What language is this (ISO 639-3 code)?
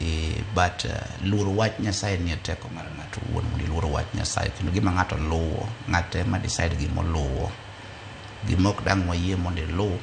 luo